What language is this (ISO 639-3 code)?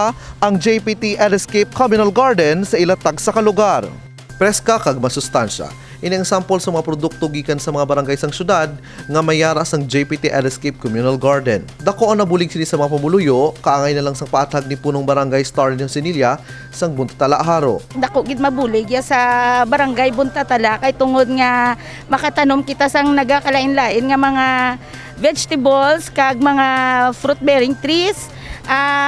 hil